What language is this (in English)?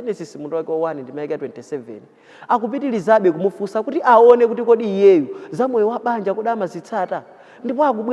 Nyanja